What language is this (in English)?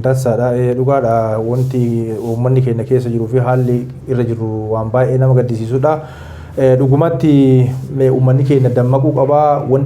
Oromo